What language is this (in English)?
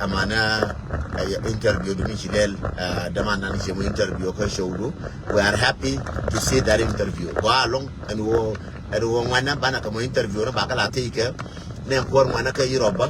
Nuer